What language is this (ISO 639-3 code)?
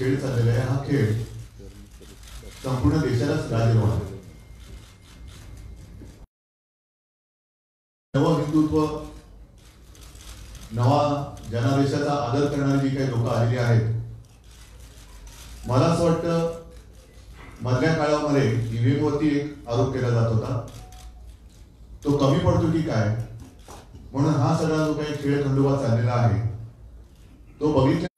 mar